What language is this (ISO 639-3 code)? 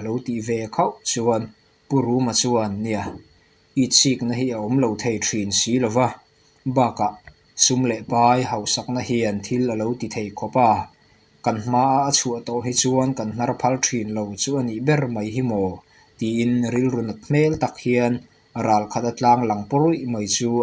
lus